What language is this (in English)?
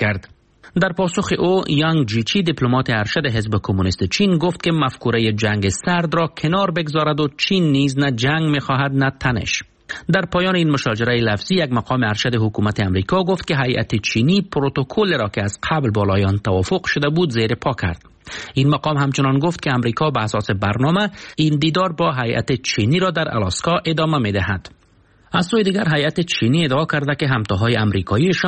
Persian